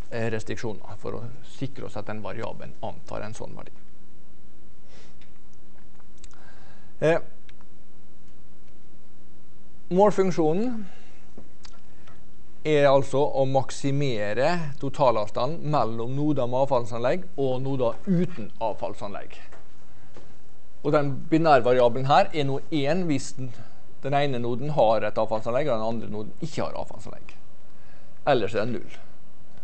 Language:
Norwegian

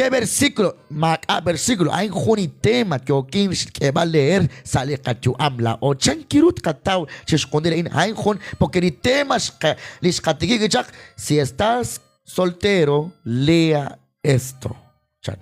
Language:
Kekchí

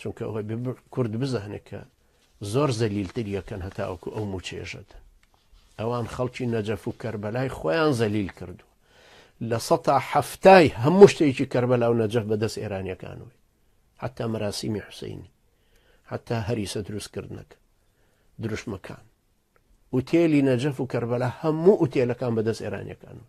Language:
Central Kurdish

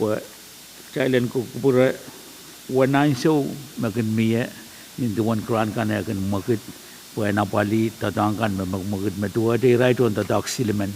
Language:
Pohnpeian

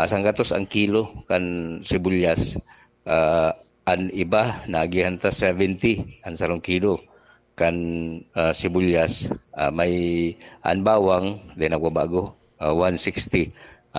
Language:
Bikol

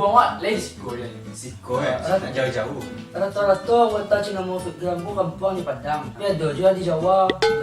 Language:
Minangkabau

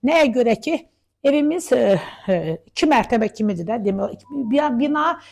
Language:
Azerbaijani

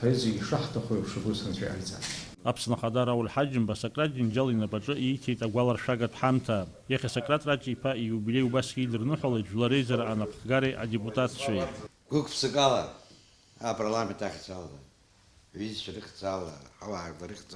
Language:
Abkhazian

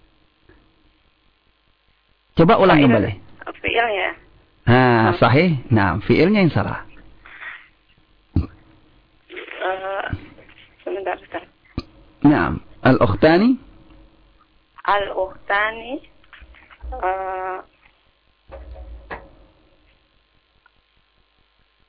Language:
Indonesian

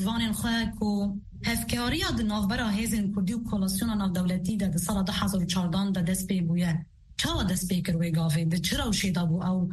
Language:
Kurdish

